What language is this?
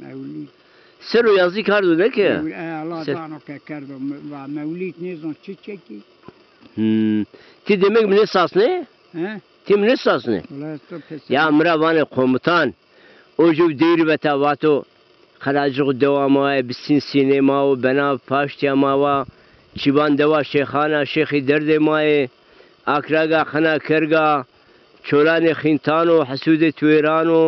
Zaza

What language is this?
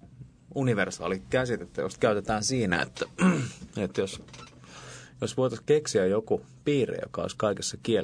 Finnish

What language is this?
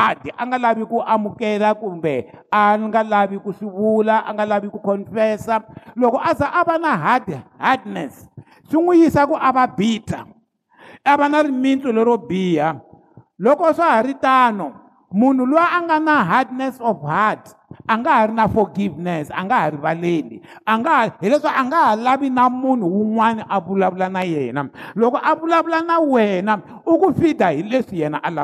Tsonga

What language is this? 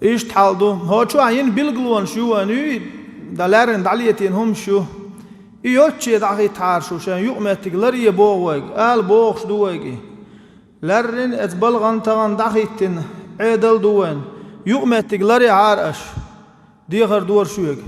Chechen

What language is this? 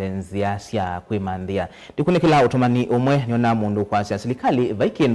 Kamba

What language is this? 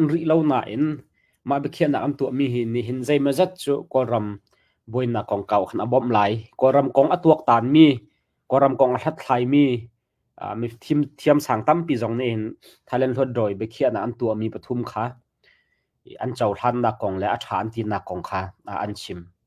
Hakha Chin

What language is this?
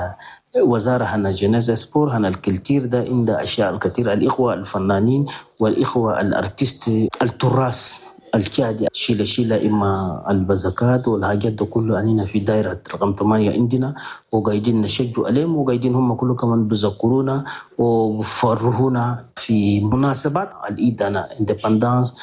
Chadian Arabic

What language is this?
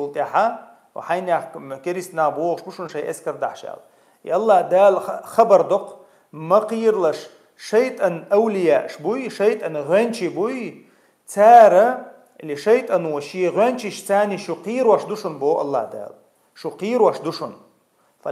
Chechen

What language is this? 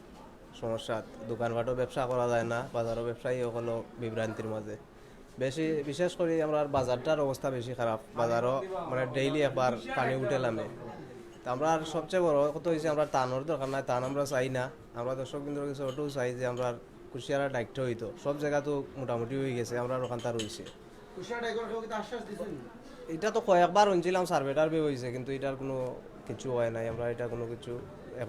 Sylheti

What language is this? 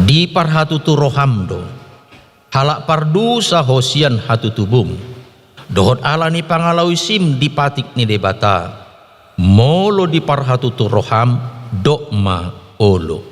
Batak Toba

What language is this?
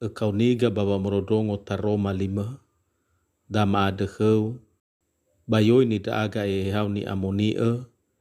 Nias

